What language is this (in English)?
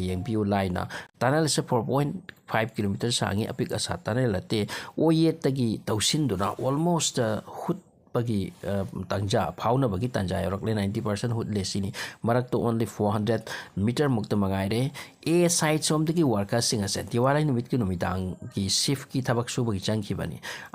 Manipuri